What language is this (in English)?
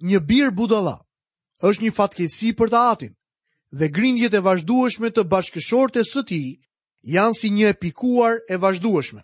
Albanian